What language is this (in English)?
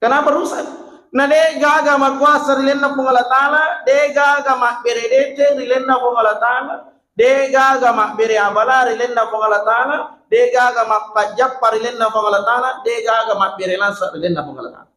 Buginese